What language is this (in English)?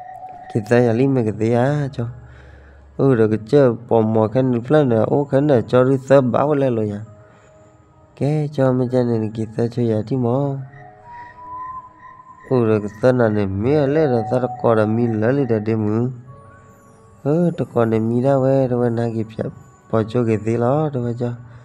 S'gaw Karen